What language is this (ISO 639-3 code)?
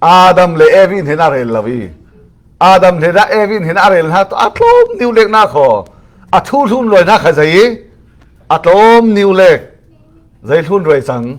cfm